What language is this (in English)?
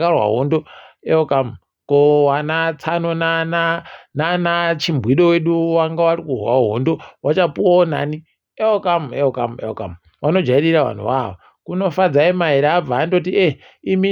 Ndau